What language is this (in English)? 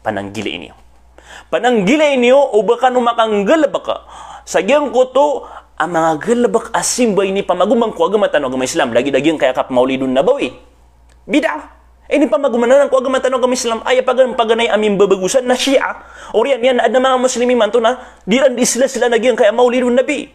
Maranao